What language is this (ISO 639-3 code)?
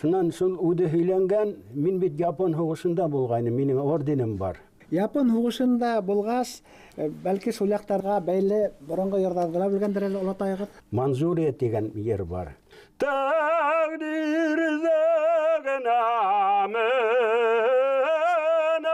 bak